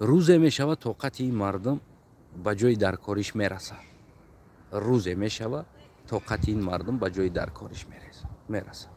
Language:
Tajik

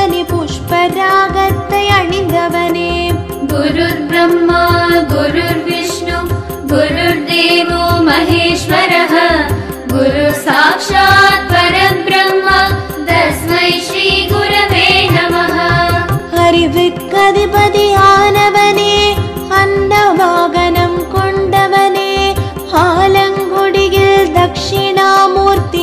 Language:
Tamil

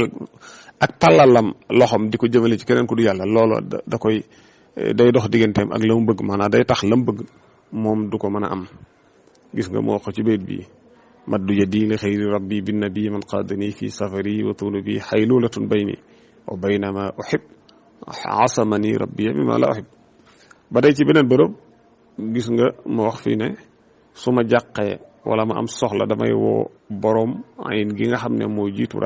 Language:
Wolof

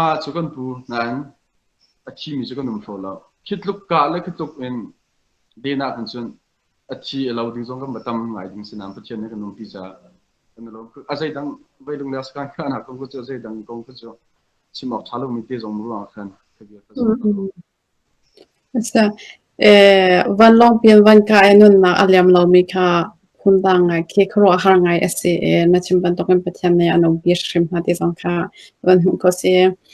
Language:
Hakha Chin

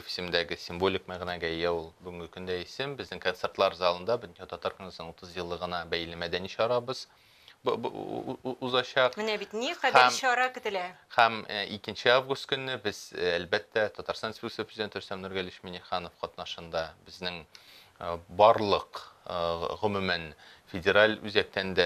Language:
Tatar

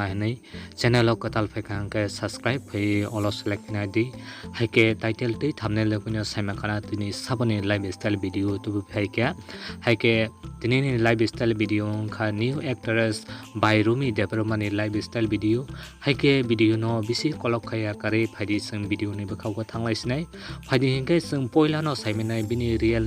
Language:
Kok Borok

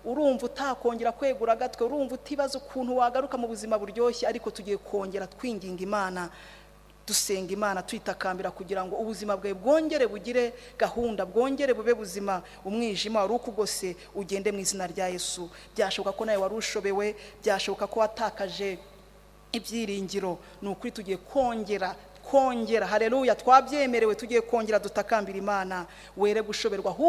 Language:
Kinyarwanda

